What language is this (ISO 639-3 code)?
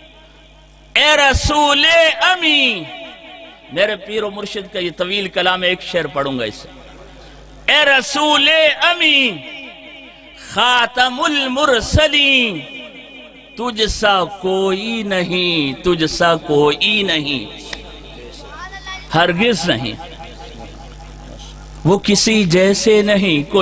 urd